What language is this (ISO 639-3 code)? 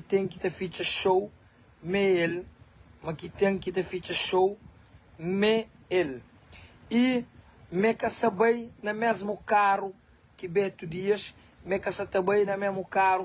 kea